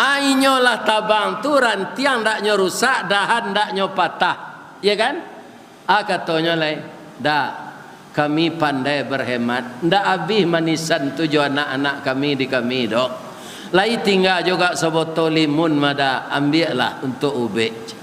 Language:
Minangkabau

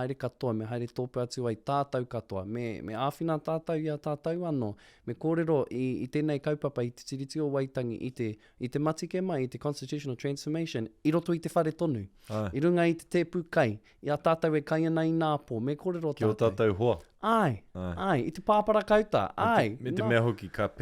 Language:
Māori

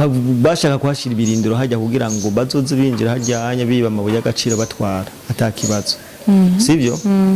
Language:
Rundi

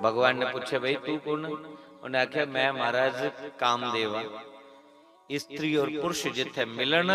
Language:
Dogri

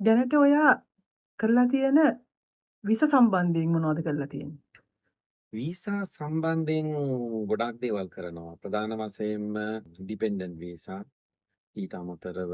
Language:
Sinhala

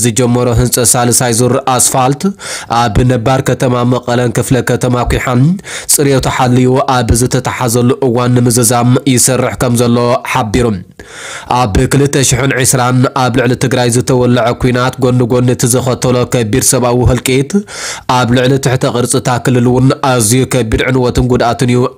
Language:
Tigrinya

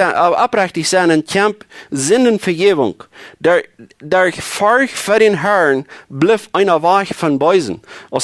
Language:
Plautdietsch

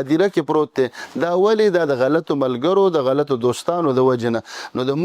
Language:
Pashto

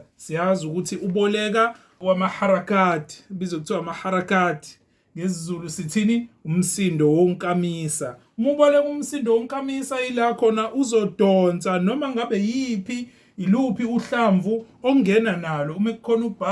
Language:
Zulu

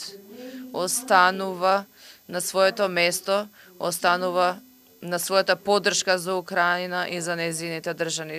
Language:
Macedonian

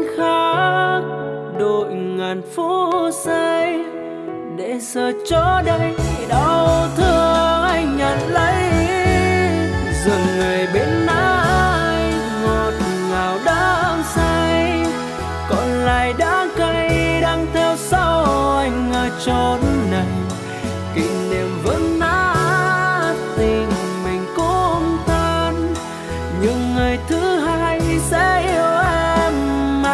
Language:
Vietnamese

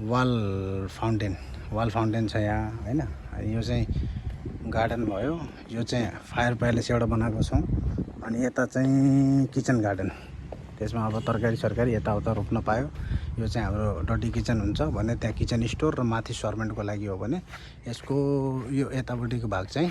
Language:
Nepali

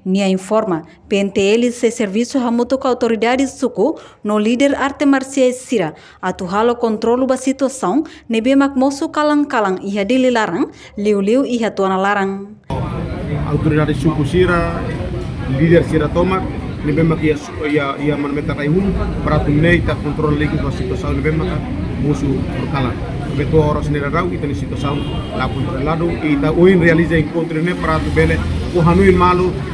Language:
Tetum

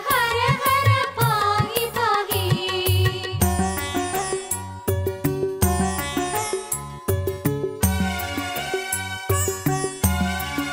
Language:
Malayalam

